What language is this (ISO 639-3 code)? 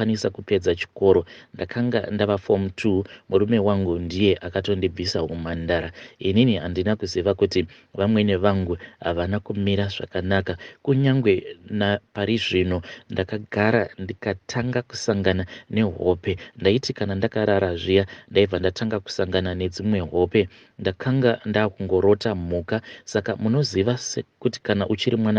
sna